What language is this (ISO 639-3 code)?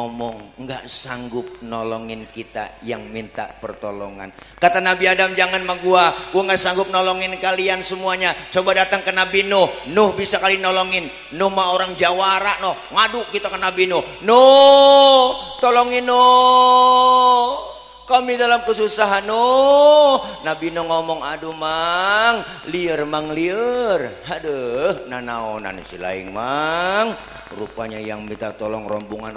bew